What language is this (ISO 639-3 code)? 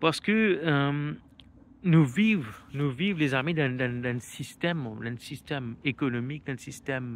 mfe